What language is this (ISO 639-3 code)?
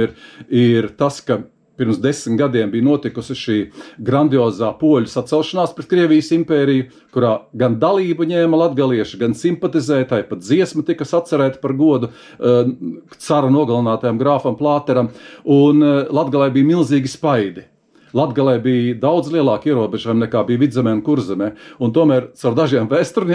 lav